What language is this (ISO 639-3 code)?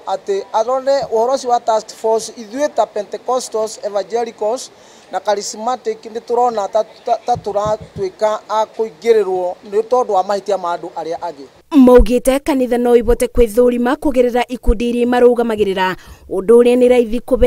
kik